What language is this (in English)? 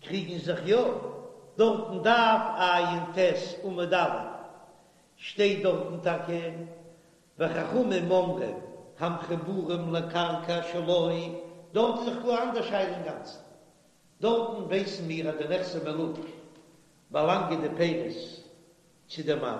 Yiddish